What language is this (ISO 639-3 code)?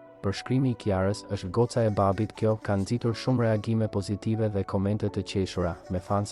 sqi